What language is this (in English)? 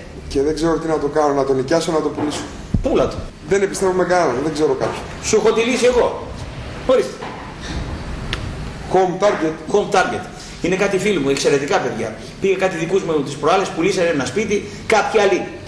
Greek